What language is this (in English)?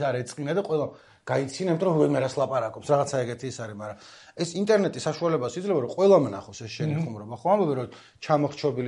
Georgian